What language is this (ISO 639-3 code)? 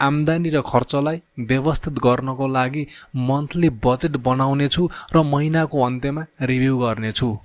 nep